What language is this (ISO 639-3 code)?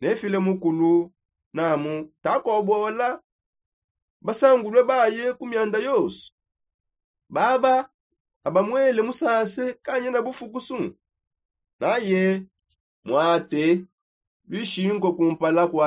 sop